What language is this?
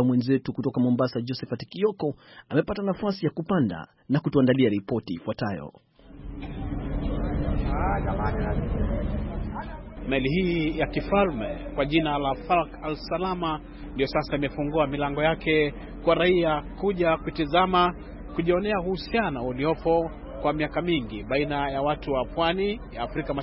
Swahili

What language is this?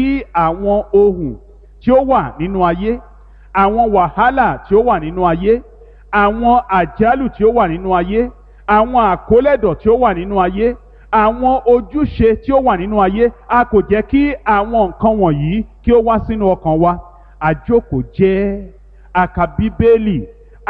Yoruba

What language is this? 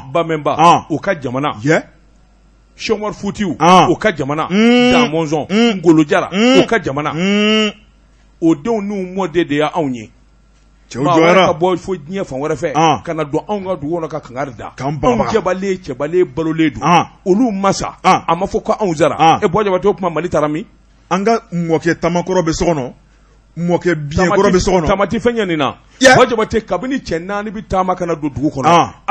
Bambara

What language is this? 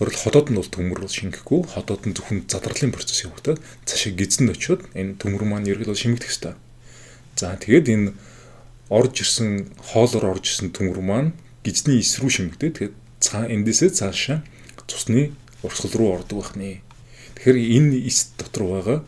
Mongolian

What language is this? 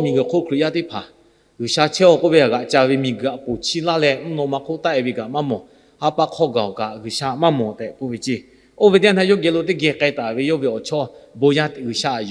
Lahu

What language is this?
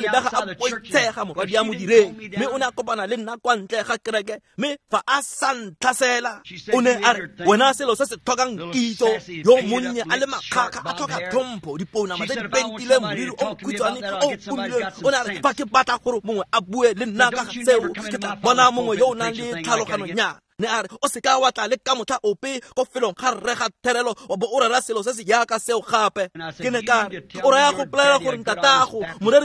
Tswana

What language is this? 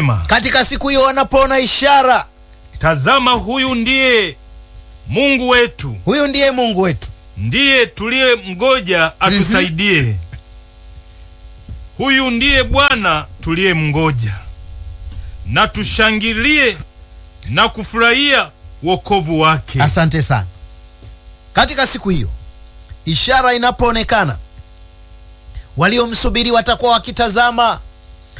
Swahili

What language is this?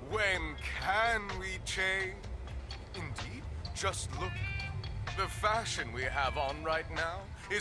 Swiss German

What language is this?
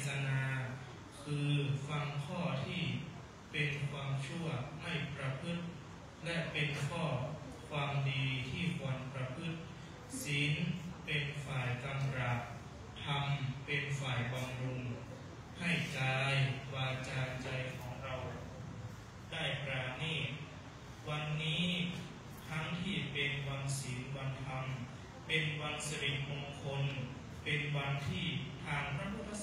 Thai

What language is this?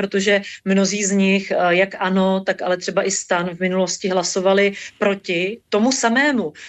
Czech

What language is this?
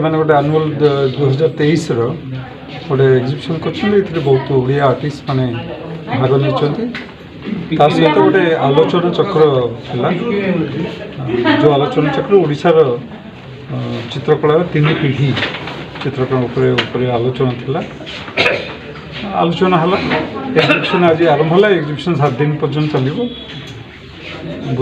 Odia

